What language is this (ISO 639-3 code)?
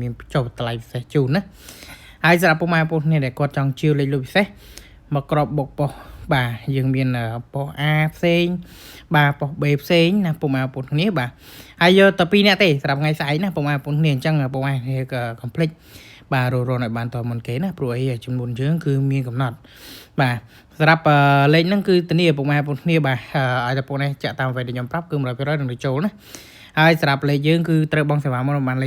khm